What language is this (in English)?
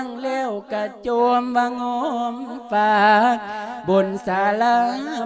Lao